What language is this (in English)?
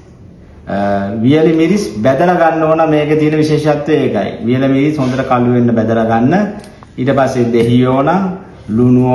Sinhala